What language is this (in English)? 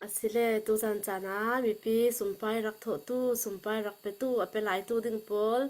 Hakha Chin